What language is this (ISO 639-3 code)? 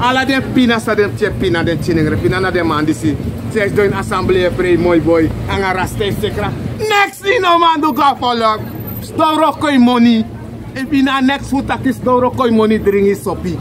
srn